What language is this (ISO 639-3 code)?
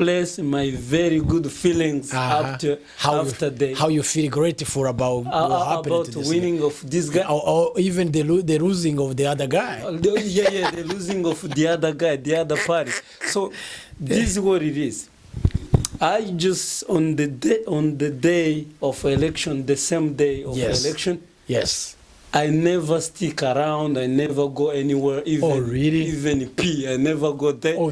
kin